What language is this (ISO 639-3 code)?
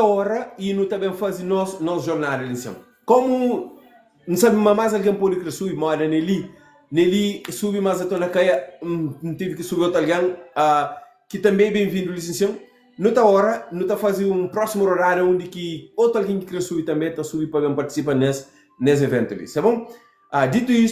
kea